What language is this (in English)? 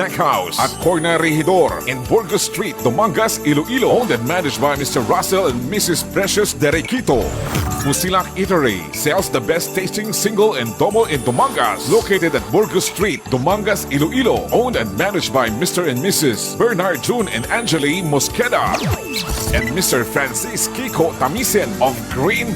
Hiligaynon